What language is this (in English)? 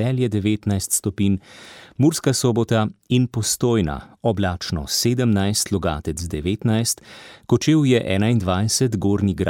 Slovenian